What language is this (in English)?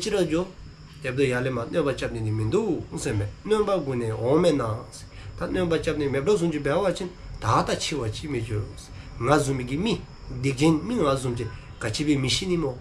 Dzongkha